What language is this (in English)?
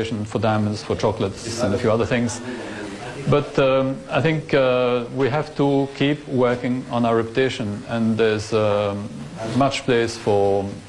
Chinese